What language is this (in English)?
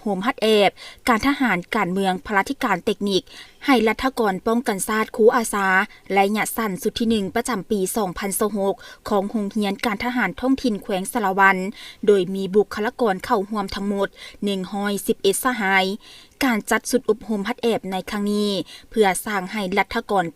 Lao